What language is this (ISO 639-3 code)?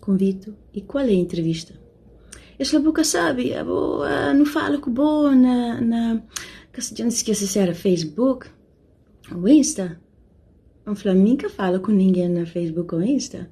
kea